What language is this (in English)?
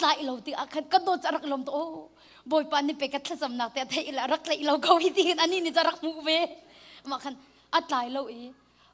Hakha Chin